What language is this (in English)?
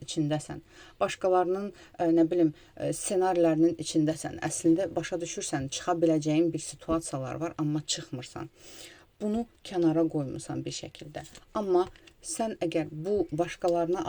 Azerbaijani